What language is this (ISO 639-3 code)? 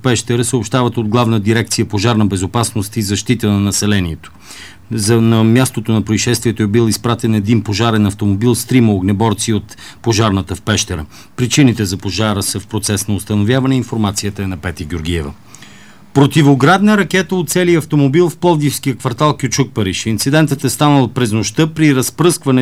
bul